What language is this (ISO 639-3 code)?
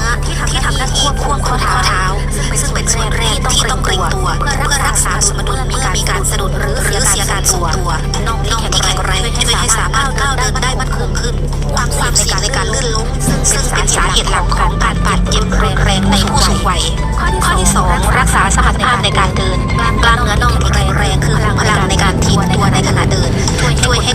lao